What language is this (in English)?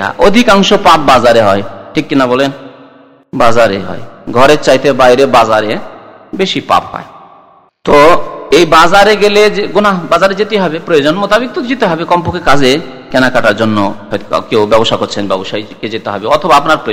Bangla